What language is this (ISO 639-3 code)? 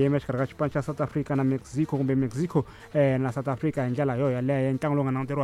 tso